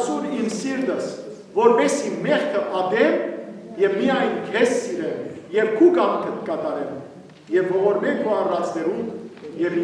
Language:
Western Armenian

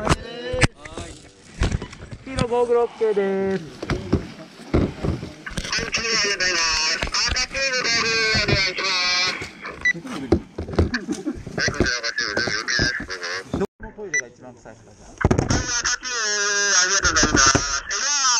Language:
Japanese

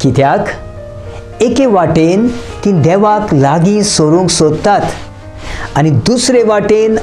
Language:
Konkani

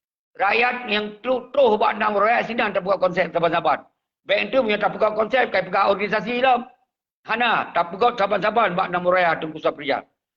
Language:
Achinese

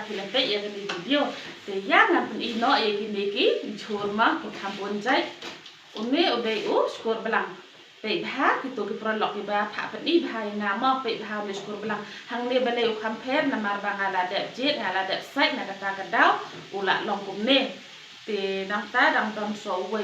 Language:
Khasi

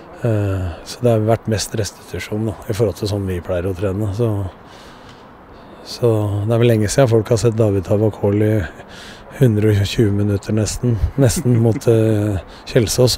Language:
Norwegian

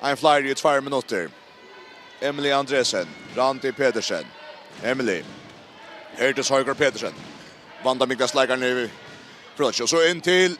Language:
Faroese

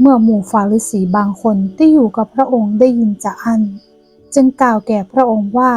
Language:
Northern Thai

